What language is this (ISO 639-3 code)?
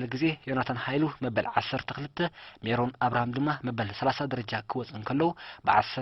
tir